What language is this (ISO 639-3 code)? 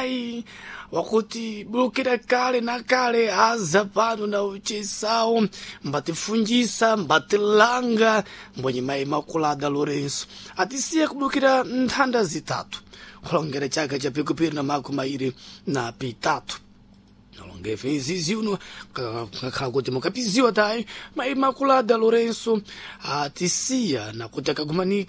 seh